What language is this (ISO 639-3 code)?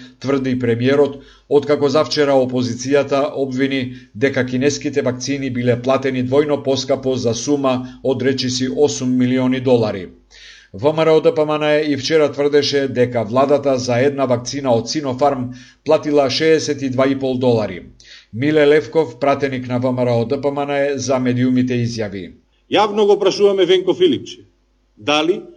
mkd